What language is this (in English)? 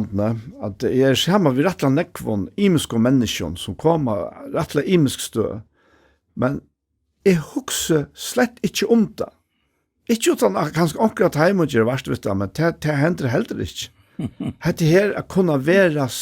Faroese